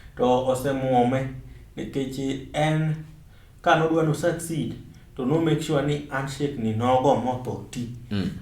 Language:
Luo (Kenya and Tanzania)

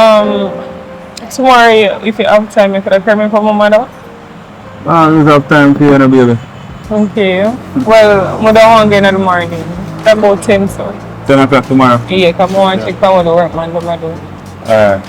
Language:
Jamaican Creole English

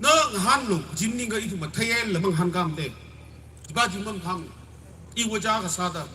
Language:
Tangkhul Naga (India)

